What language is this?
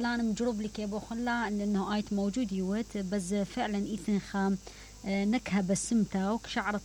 Mesopotamian Arabic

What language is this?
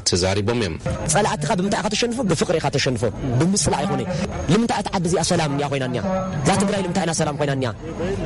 Tigrinya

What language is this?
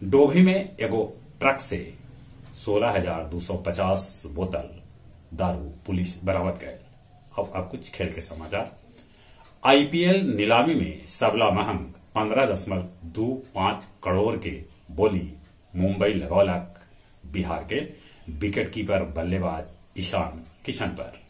Magahi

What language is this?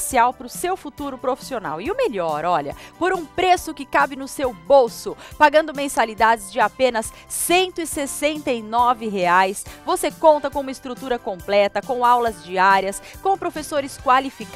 Portuguese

